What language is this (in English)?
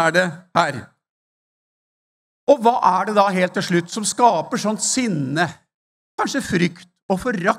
Norwegian